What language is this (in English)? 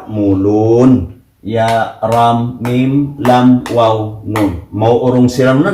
Maranao